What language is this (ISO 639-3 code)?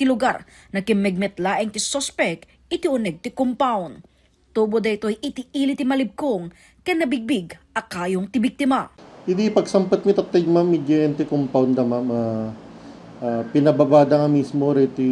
ilo